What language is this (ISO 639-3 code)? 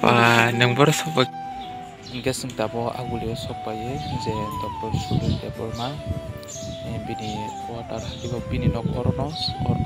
trp